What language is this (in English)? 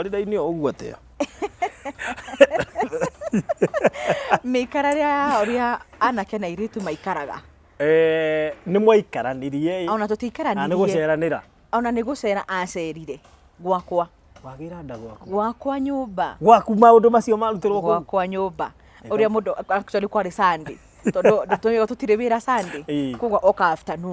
Kikuyu